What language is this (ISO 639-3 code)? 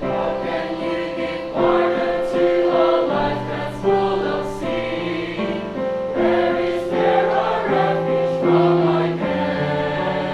hil